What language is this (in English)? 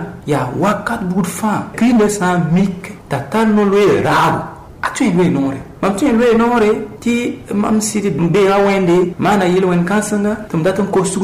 Mossi